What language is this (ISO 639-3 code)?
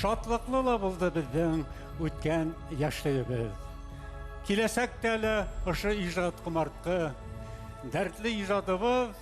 bak